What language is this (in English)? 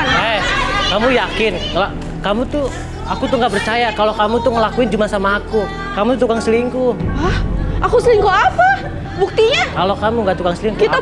Indonesian